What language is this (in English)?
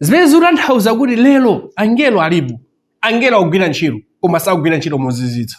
Nyanja